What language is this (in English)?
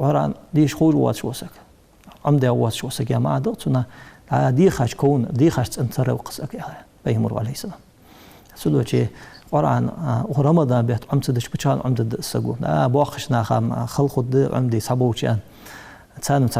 Ingush